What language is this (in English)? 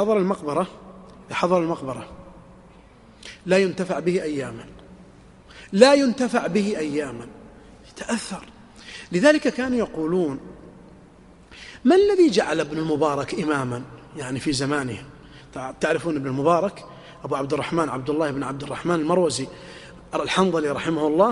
Arabic